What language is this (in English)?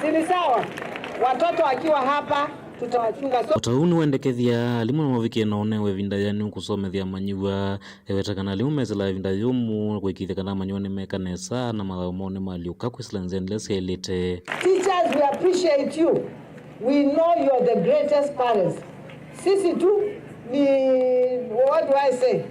Kamba